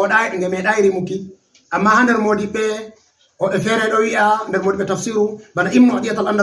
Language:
Fula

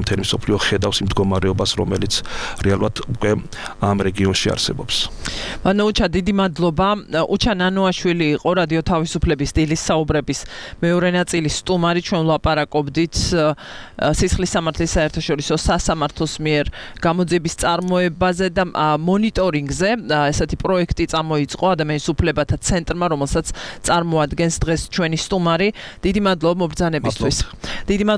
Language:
Georgian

